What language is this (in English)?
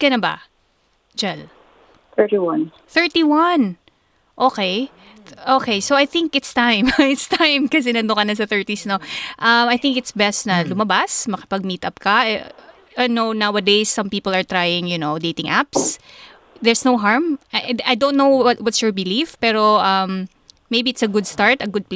Filipino